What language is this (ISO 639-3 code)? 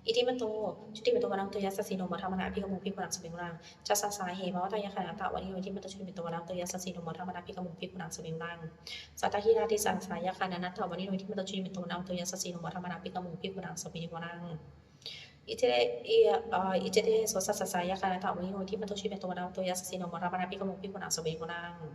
pli